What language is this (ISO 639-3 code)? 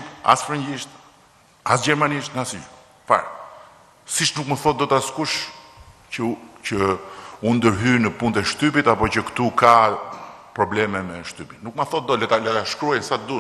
sqi